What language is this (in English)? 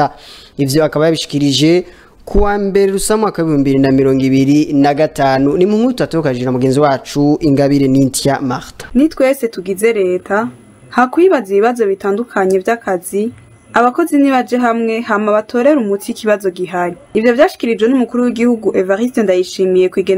Rundi